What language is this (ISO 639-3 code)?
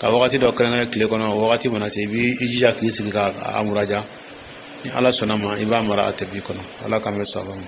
dyu